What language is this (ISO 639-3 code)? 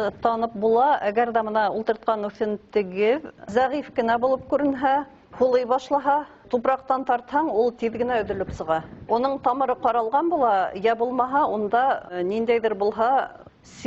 bak